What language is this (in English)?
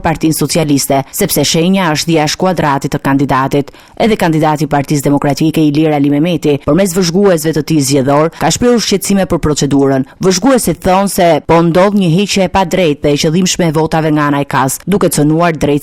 Albanian